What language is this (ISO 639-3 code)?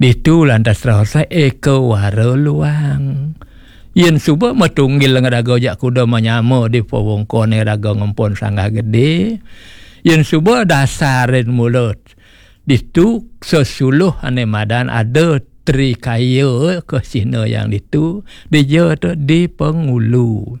ban